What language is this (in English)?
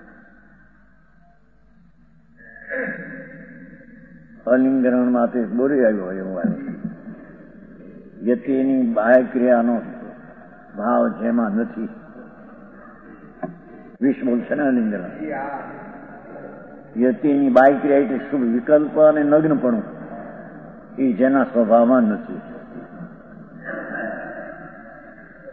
Gujarati